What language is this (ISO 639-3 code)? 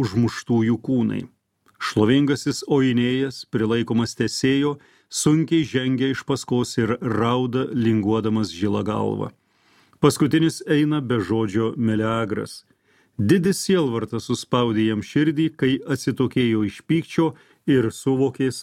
lit